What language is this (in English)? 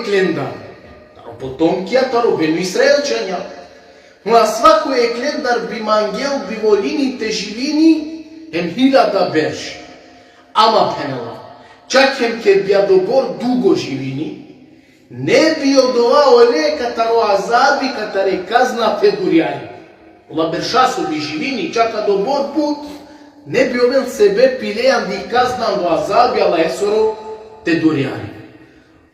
Balkan Romani